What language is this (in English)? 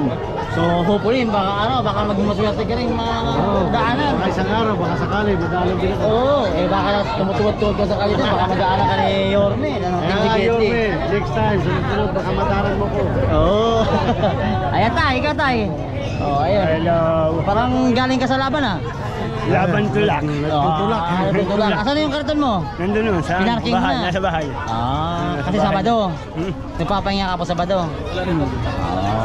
Filipino